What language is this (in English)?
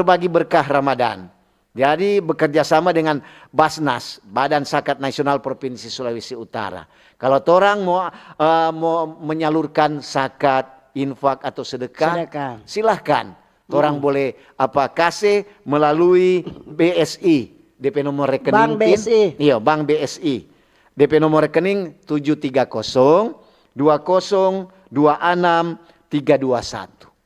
Manado Malay